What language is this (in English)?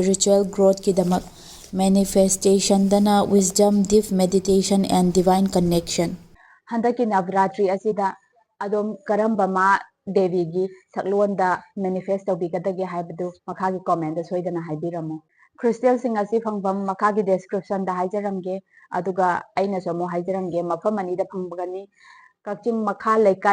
Manipuri